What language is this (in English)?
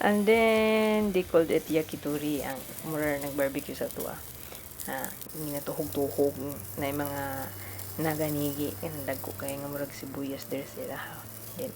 Cebuano